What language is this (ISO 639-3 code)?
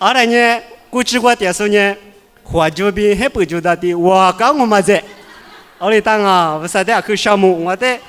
lis